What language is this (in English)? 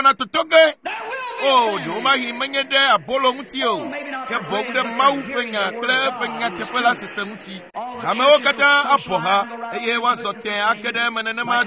Ewe